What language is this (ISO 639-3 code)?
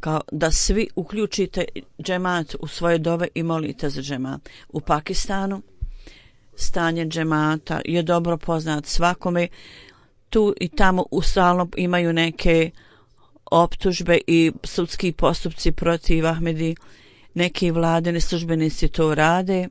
bos